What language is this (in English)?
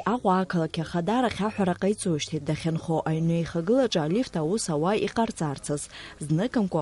Abkhazian